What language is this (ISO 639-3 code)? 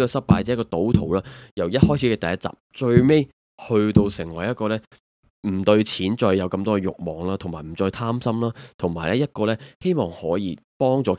yue